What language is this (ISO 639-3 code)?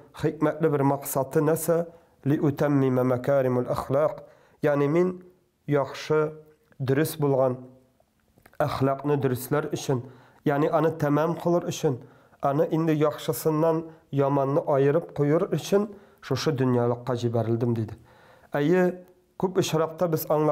tat